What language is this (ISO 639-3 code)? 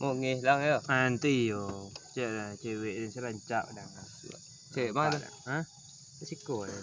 min